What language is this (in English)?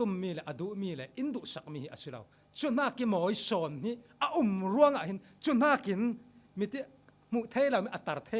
Falam Chin